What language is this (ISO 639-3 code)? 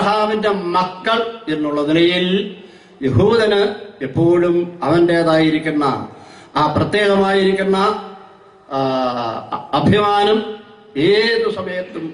mal